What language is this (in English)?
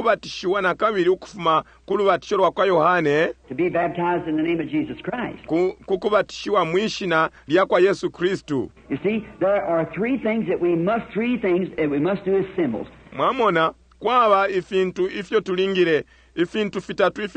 Bemba